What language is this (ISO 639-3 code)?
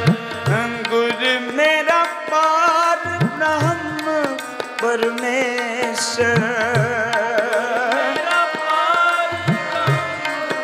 pan